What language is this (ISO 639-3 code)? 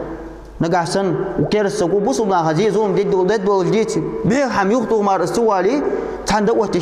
inh